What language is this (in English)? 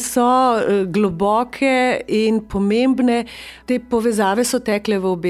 Slovenian